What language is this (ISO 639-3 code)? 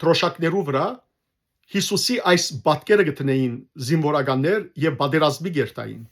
hyw